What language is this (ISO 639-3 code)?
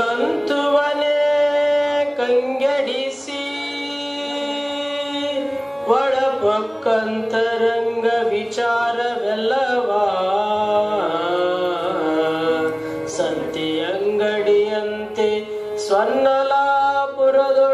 kan